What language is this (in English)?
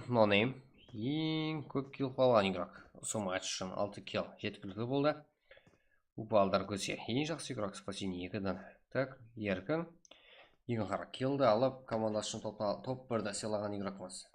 Kara-Kalpak